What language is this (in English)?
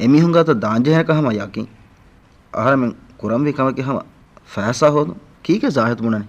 Divehi